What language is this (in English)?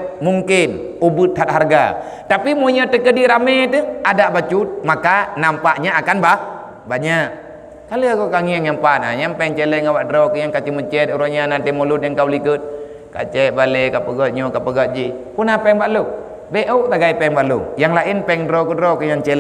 Achinese